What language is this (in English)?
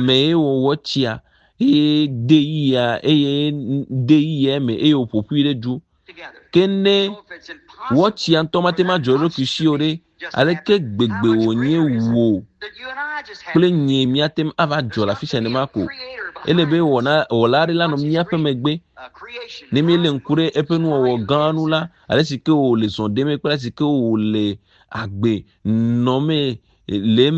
Ewe